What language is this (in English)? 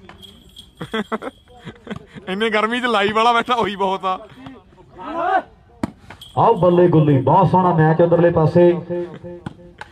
Punjabi